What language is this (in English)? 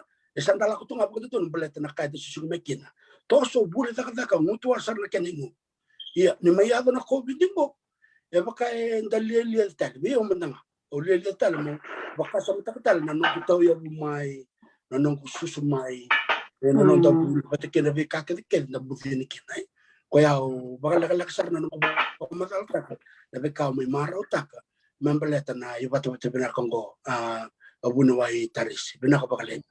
Fijian